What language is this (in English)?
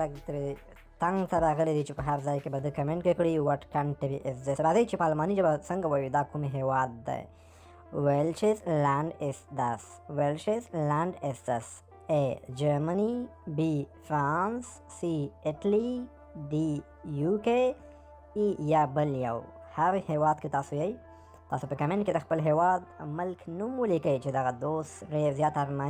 Pashto